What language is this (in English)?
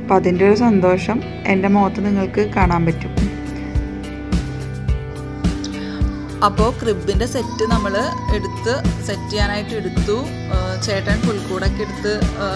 Malayalam